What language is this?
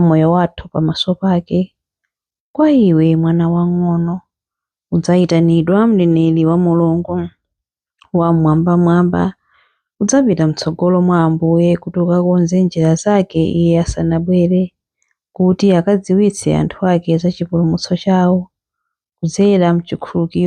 Nyanja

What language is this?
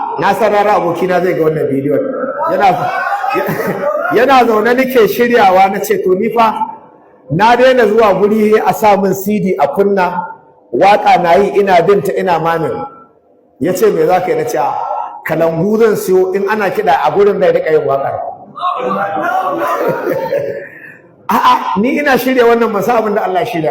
Hausa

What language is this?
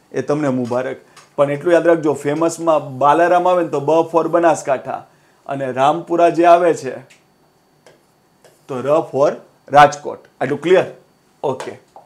Gujarati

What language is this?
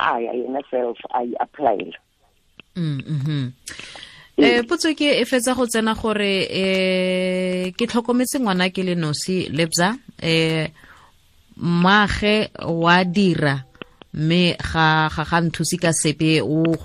Tswana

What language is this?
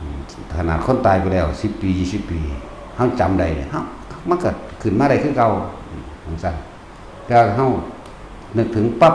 Lao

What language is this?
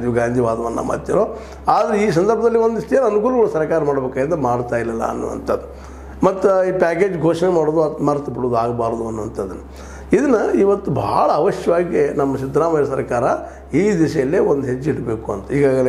Kannada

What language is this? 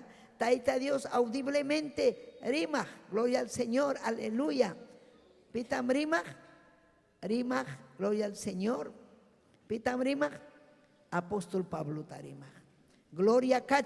Ayacucho Quechua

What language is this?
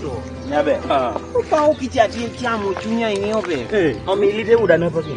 Kumam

